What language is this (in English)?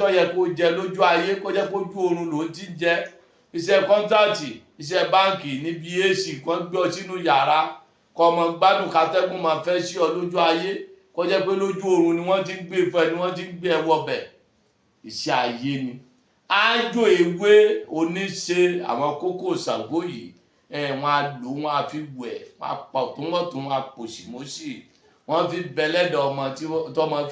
Yoruba